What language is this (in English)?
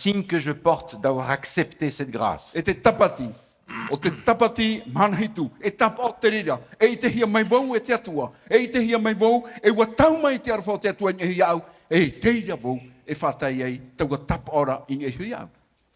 Tahitian